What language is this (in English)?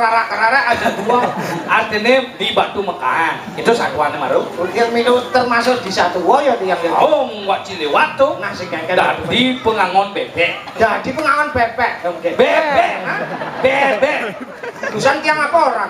Balinese